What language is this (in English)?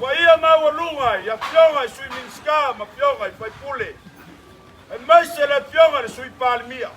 Samoan